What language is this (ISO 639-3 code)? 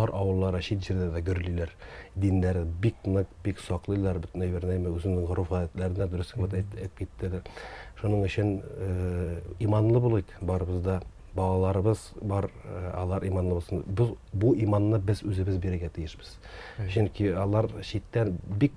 tat